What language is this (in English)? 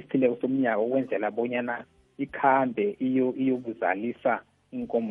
South Ndebele